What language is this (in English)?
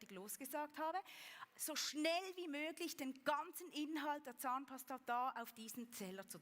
Swiss German